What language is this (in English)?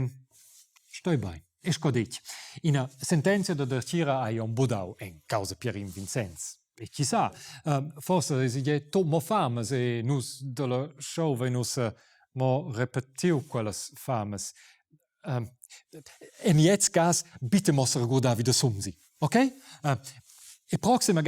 Romansh